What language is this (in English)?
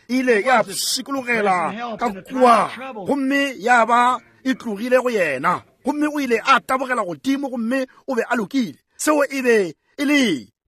Northern Sotho